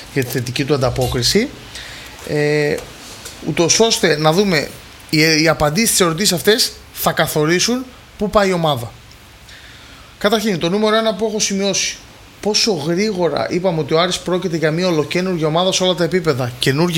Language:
Greek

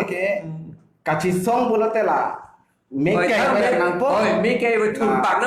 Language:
Karbi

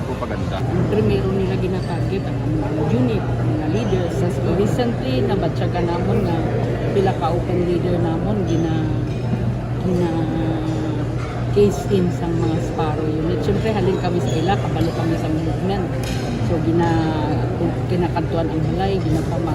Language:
Hiligaynon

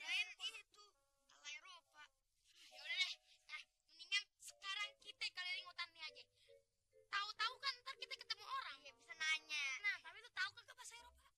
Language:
Betawi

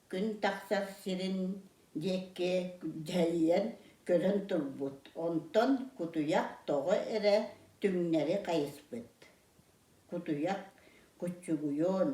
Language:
Yakut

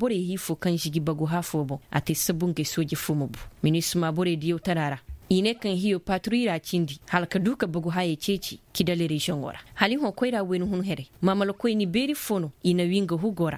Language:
Koyraboro Senni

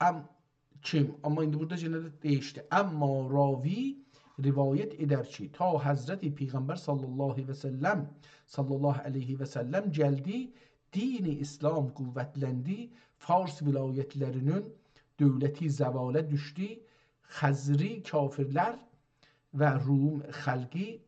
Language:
South Azerbaijani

